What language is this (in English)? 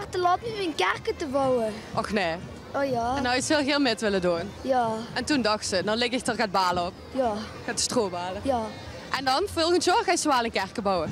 Limburgish